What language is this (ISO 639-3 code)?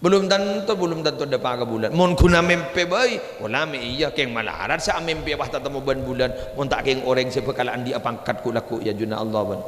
mad